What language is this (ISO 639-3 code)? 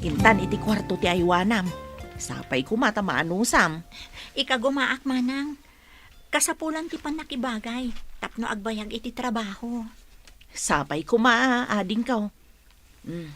ilo